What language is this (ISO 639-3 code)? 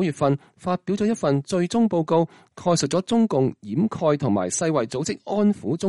yue